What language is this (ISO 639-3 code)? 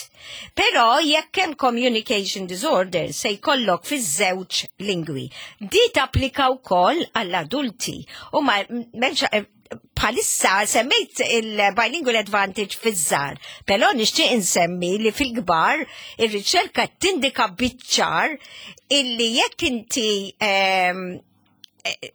mlt